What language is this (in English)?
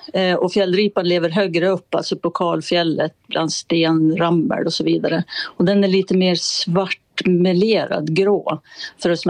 Swedish